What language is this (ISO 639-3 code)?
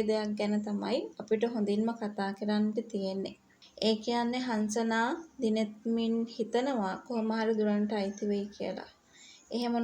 sin